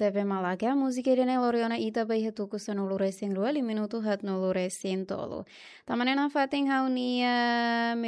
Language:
Tetum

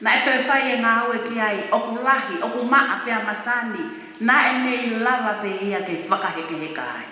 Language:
Tongan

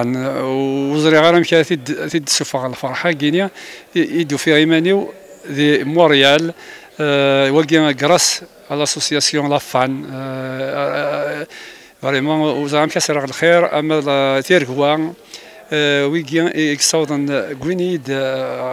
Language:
Kabyle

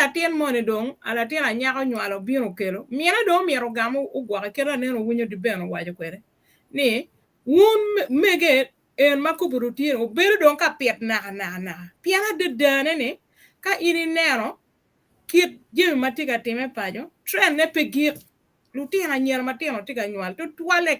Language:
Acoli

